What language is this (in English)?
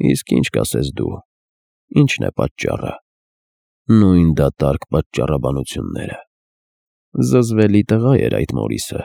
Armenian